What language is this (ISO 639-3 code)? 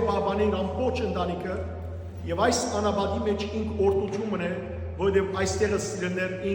hyw